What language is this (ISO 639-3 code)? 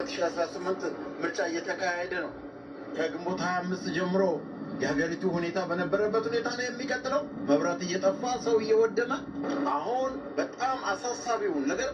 amh